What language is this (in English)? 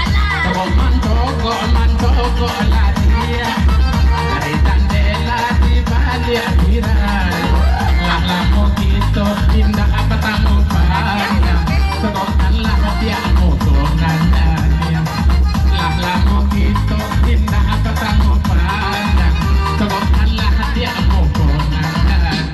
Minangkabau